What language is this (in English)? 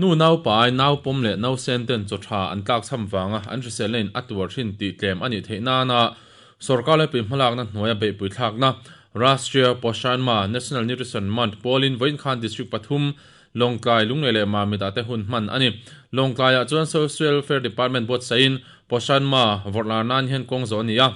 Mizo